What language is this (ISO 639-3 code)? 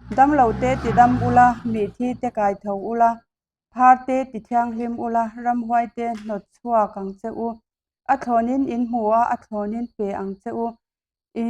lus